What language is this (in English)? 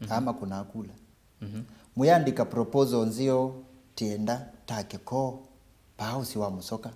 Kamba